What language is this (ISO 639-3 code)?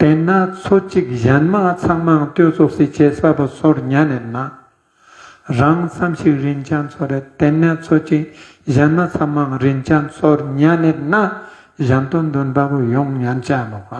lbj